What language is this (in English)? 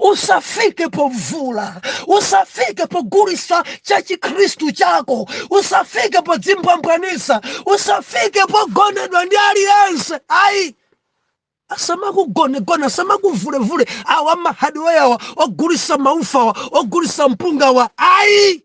Nyanja